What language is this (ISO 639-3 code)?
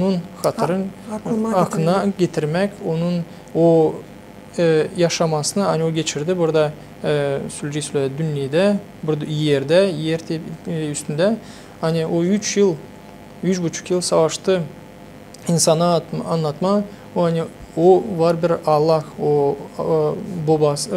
gag